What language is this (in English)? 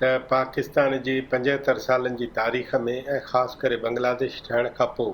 Sindhi